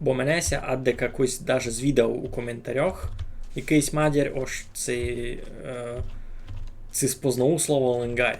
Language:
Rusyn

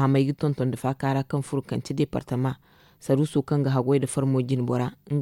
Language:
Zarma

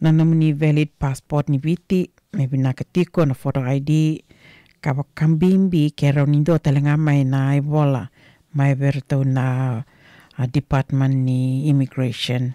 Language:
Fijian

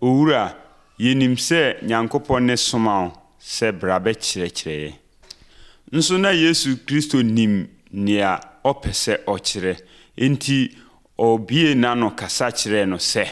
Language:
Akan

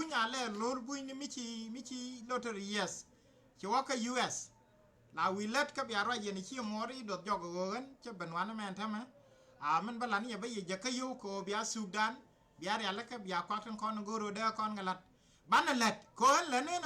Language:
Nuer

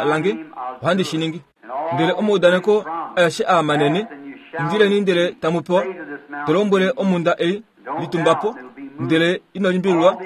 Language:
Kuanyama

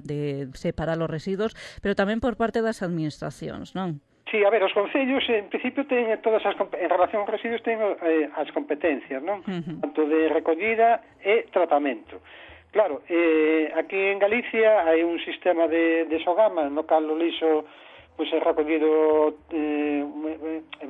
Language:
Galician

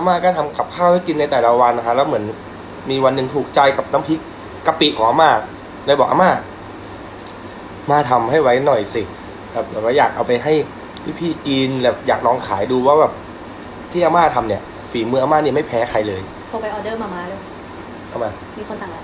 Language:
Thai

